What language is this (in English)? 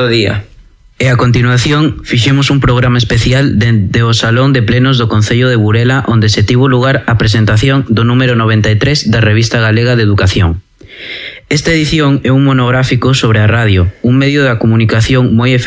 Galician